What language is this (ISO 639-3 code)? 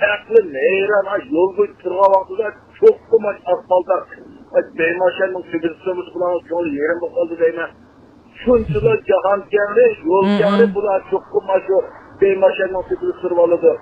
uig